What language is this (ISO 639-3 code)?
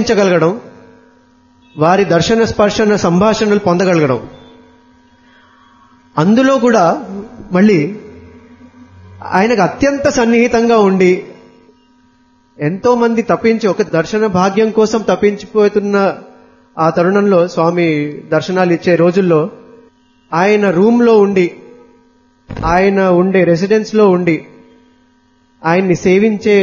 tel